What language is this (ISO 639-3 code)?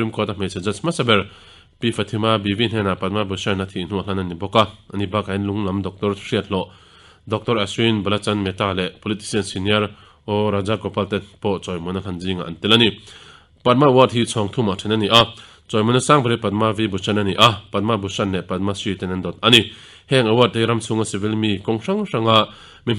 lus